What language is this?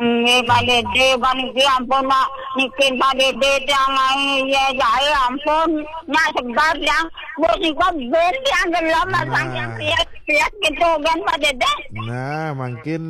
Balinese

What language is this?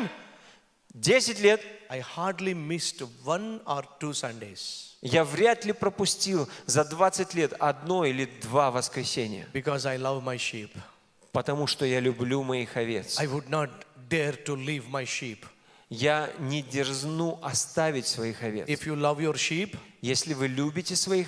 Russian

